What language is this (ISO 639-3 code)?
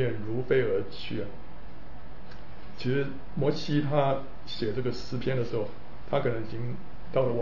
zho